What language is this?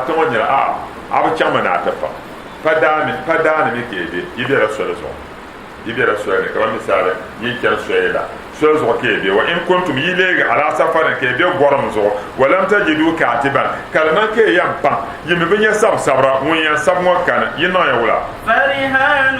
Dagbani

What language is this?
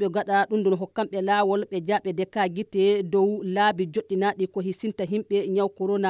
Nigerian Fulfulde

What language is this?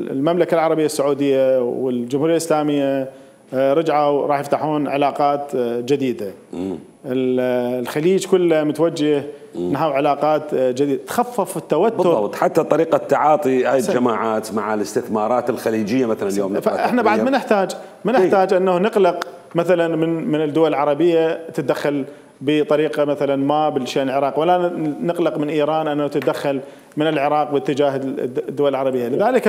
Mesopotamian Arabic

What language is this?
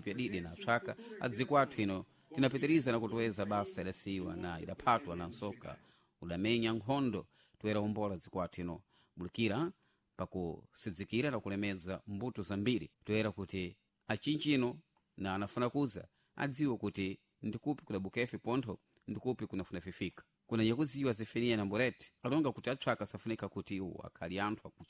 Sena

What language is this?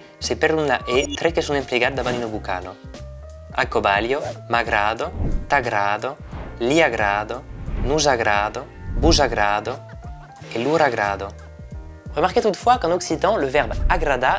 Occitan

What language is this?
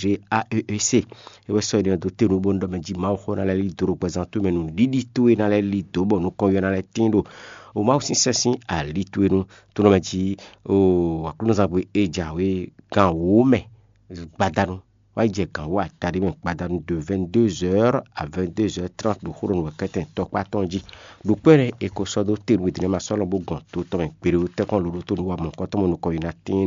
Fon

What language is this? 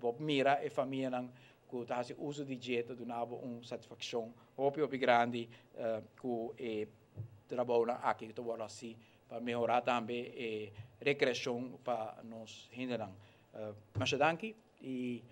Papiamento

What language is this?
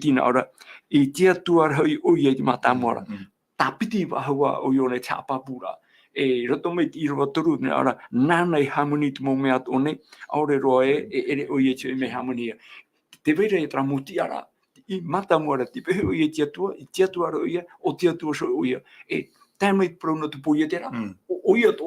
Tahitian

